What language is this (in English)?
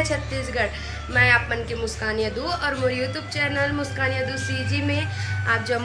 Chhattisgarhi